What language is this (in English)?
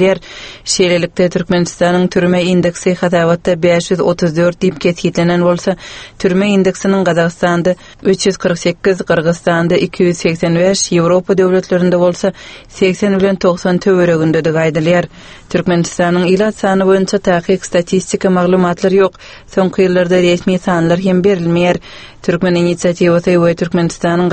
Turkmen